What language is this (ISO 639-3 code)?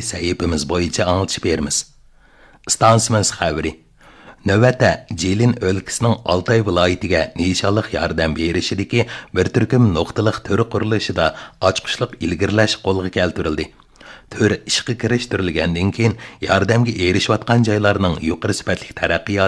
uig